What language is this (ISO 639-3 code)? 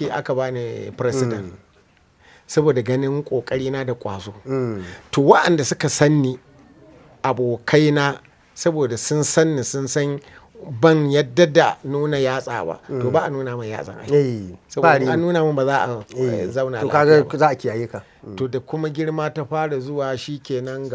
hau